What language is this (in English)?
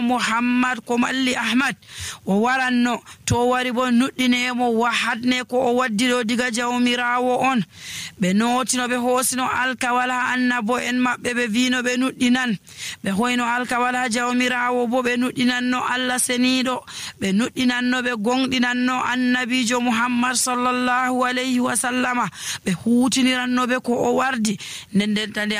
Nigerian Fulfulde